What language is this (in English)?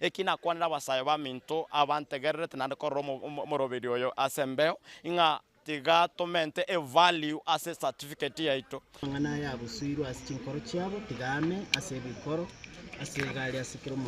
Gusii